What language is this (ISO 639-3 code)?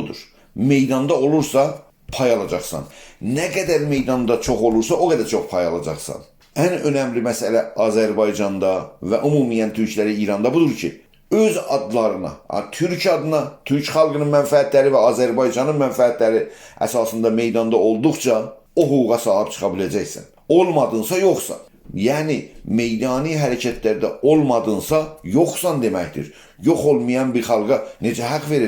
azb